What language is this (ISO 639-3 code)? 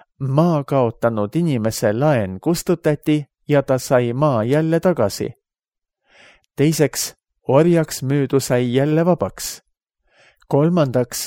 est